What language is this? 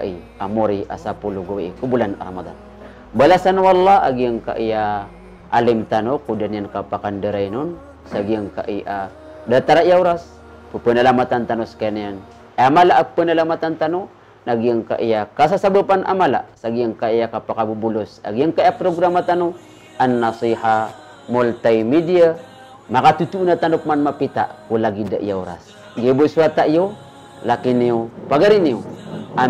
Maranao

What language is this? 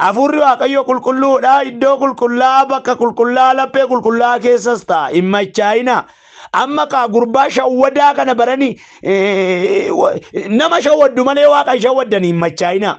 Oromo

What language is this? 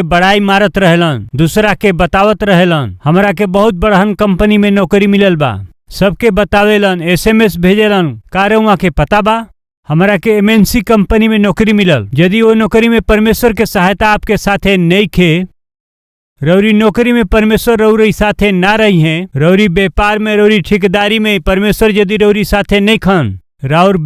Bhojpuri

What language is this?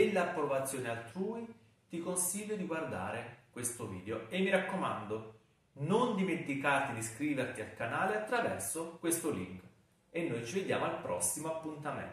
Italian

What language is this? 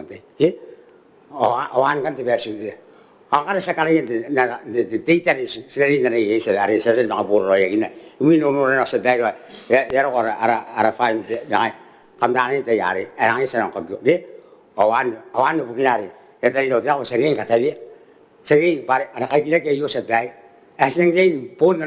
Gilbertese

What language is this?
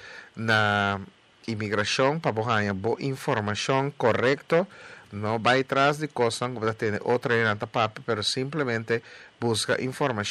Papiamento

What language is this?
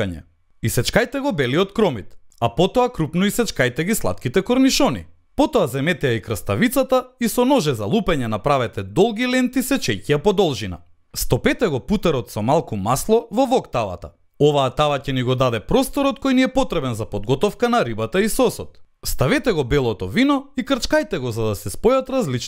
Macedonian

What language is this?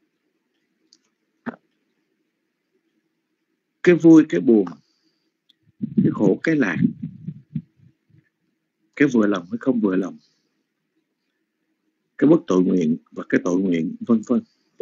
Vietnamese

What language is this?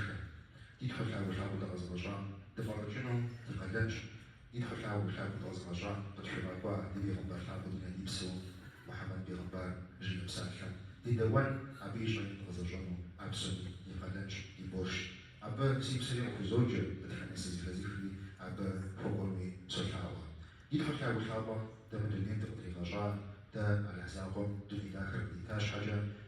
Kabardian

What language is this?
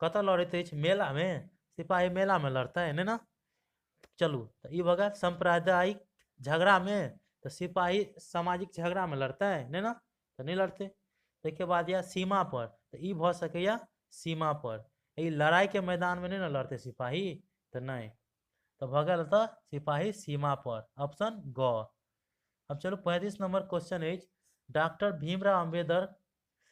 Maithili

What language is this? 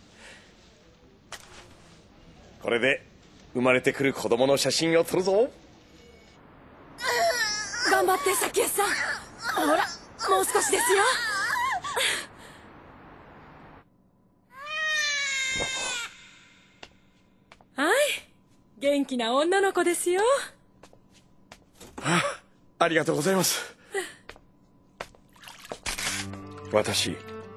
Japanese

